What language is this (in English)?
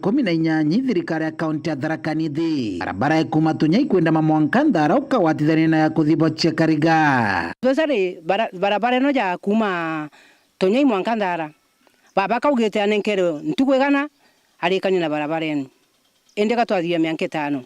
Meru